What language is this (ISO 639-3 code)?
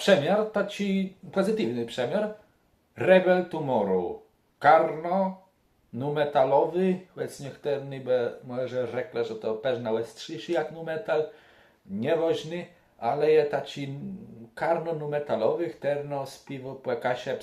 csb